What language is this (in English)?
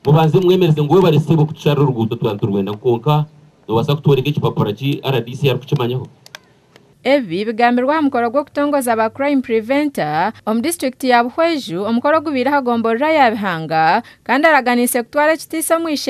Nyankole